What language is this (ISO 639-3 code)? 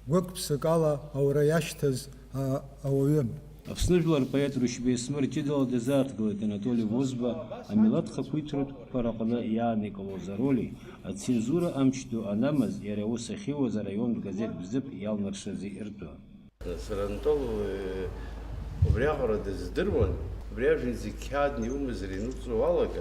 abk